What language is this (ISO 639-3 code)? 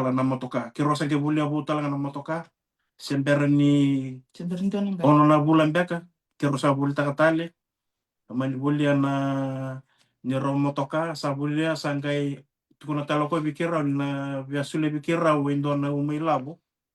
fij